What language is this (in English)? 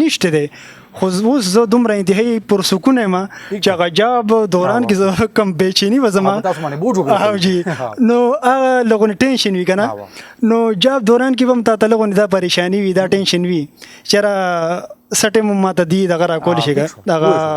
Pashto